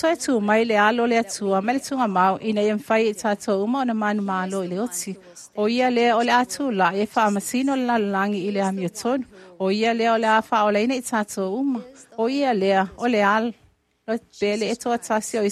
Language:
Samoan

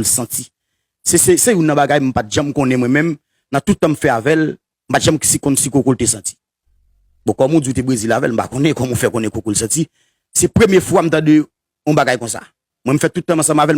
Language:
Haitian Creole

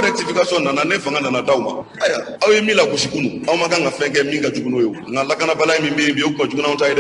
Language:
Bambara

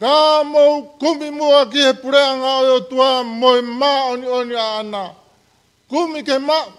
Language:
Tongan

